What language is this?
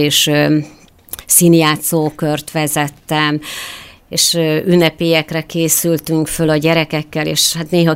Hungarian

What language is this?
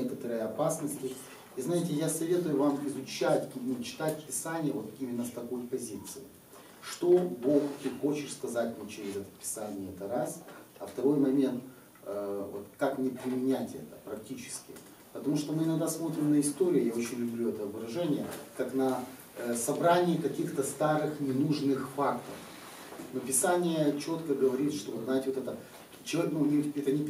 Russian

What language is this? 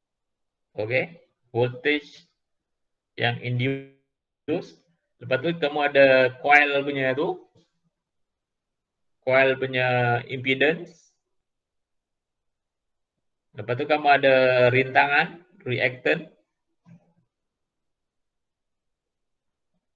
Malay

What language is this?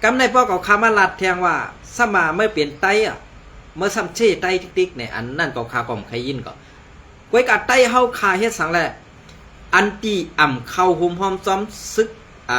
Shan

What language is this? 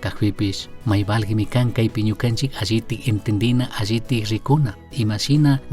Chimborazo Highland Quichua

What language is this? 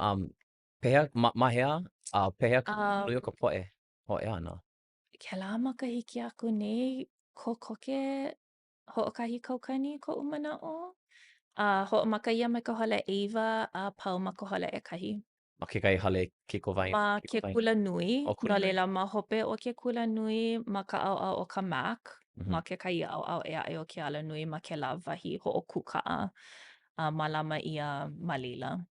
Hawaiian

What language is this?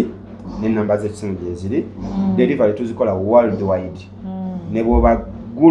Ganda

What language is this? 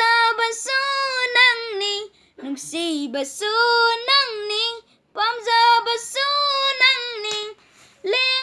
Manipuri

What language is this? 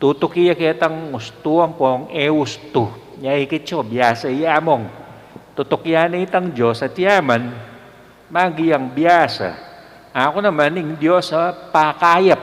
Pampanga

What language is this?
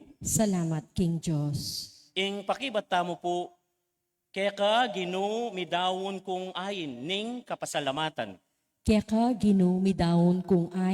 Pampanga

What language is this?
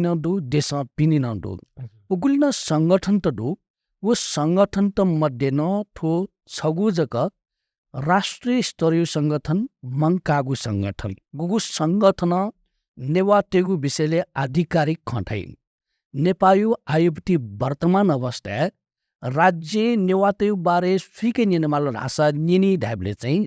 Newari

